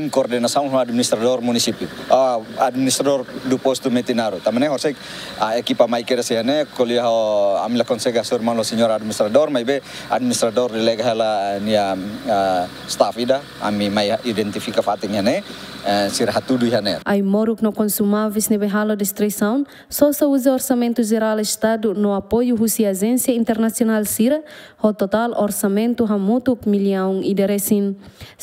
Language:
Tetum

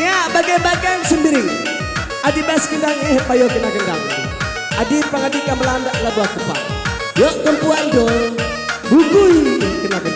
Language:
Batak Karo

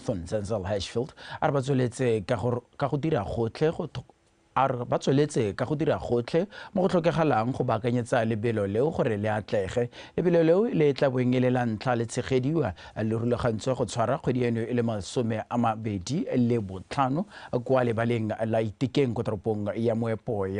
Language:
Tswana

